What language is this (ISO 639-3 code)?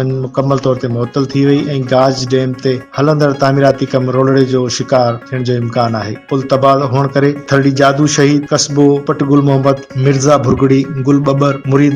snd